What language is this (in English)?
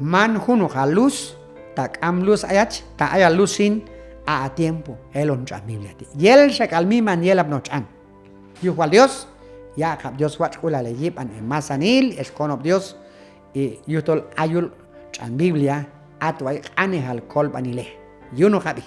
Q'anjob'al